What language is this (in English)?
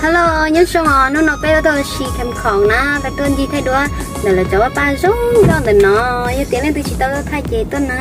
Hmong